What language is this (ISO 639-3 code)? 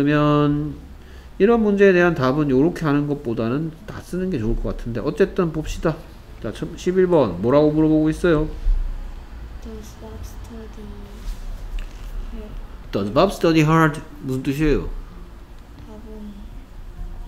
kor